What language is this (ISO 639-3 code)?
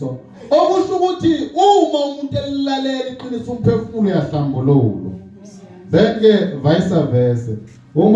zul